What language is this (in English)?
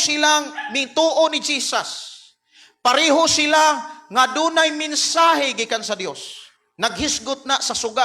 Cebuano